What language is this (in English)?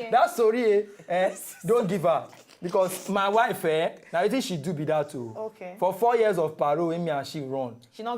Nigerian Pidgin